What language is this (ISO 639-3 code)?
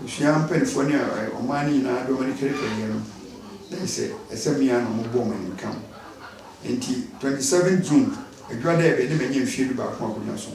aka